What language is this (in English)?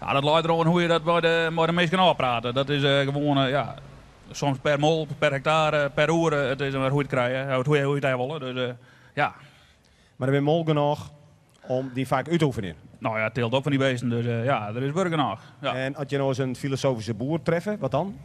Western Frisian